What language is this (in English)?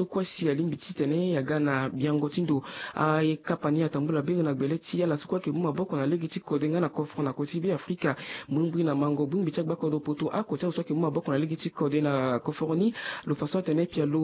Sango